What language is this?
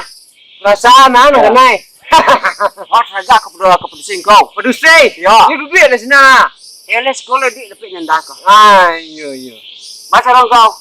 Minangkabau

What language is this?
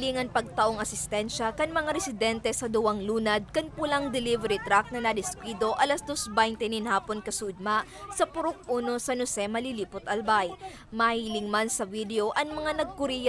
Bikol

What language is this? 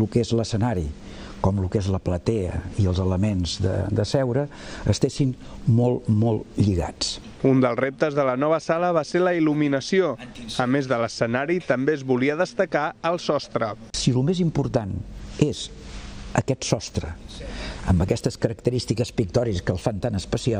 Catalan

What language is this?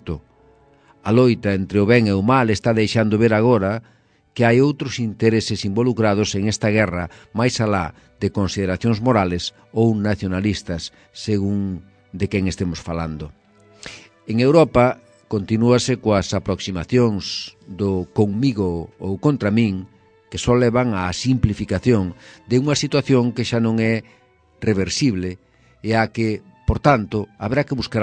Galician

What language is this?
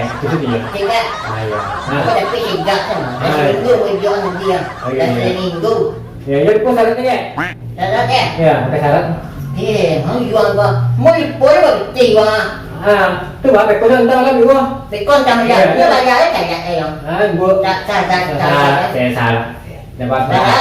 Minangkabau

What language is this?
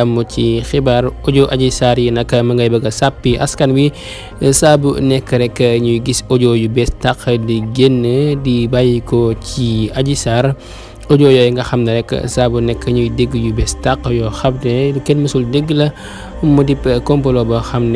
Wolof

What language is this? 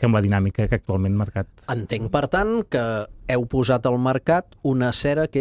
Catalan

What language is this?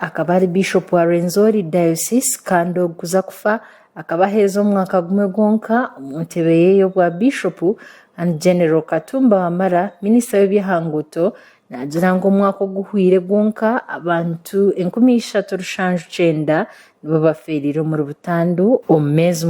Nyankole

